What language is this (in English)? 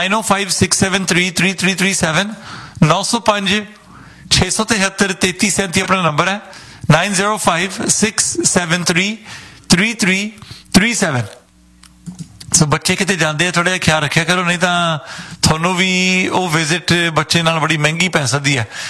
Punjabi